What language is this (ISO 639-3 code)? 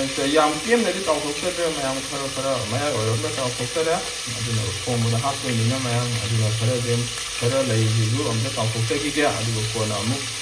mni